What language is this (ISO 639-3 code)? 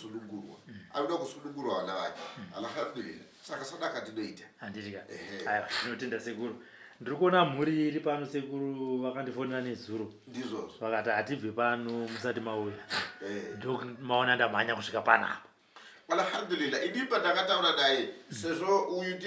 sna